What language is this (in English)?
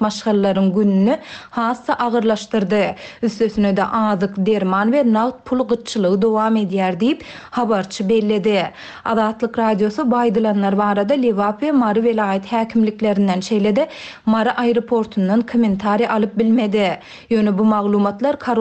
Turkmen